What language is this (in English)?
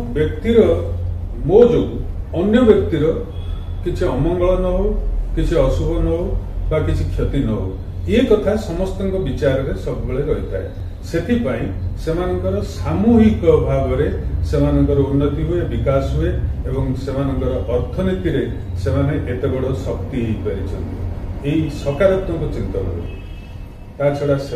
Odia